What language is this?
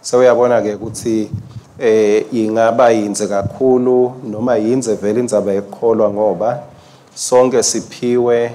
Swati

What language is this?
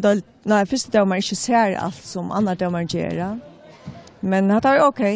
Faroese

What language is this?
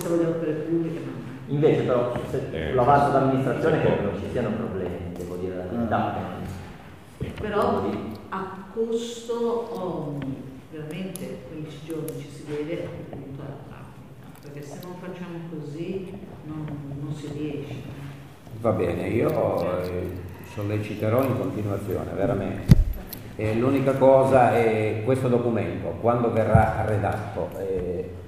Italian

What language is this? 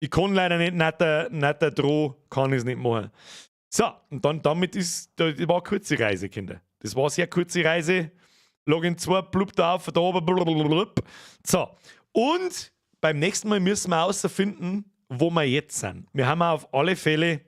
Bavarian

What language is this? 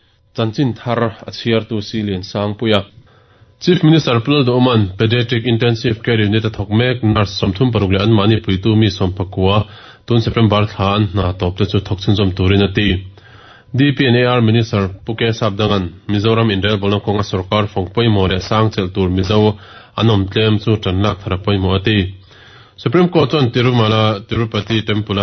Mizo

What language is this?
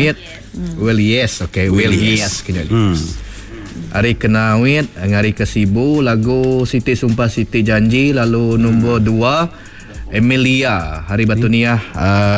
Iban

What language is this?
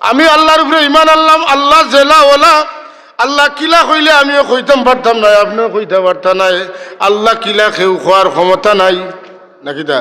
Sylheti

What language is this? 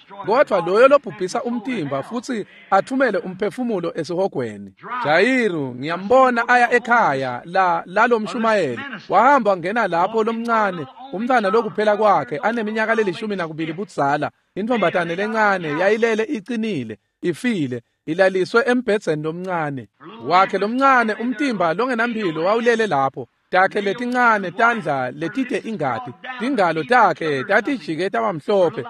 Swati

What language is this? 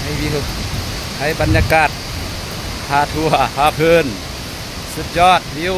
Lao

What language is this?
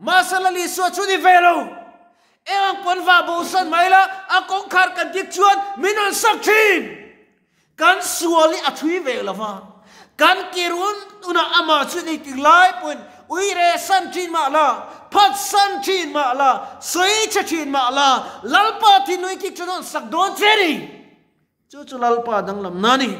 Mizo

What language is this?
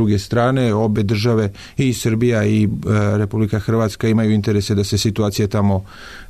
Serbian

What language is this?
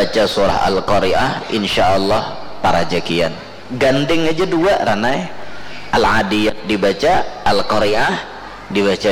Banjar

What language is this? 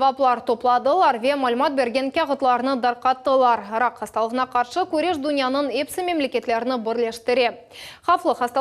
Crimean Tatar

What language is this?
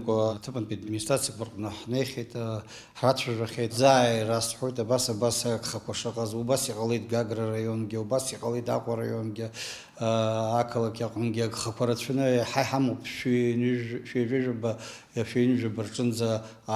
Abkhazian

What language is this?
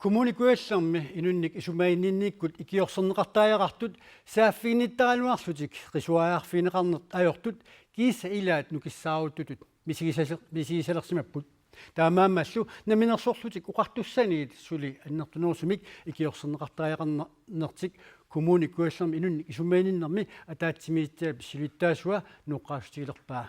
Kalaallisut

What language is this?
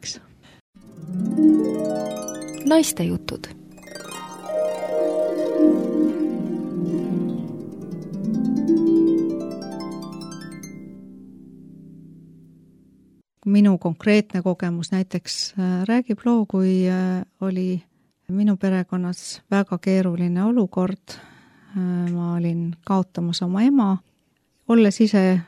Estonian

